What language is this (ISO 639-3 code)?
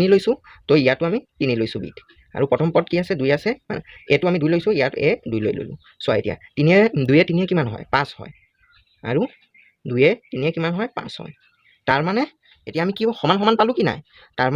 asm